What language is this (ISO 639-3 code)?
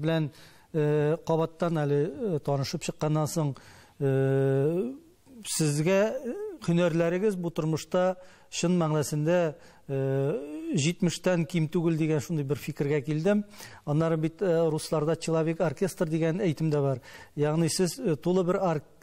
tat